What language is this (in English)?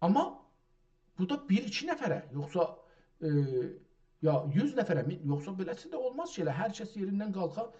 South Azerbaijani